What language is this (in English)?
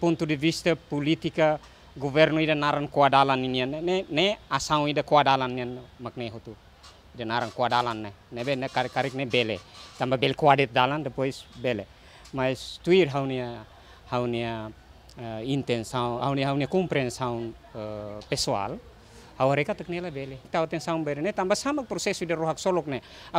Tetum